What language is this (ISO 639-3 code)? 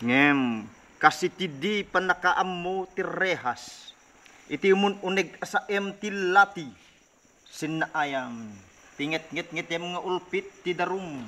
ilo